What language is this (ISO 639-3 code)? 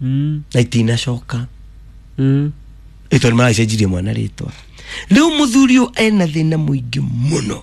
kik